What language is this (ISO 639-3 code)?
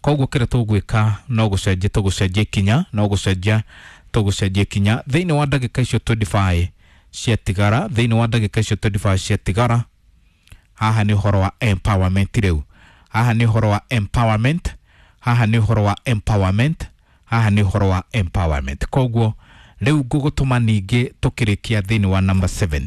kik